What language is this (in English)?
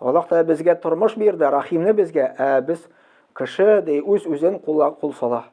Tatar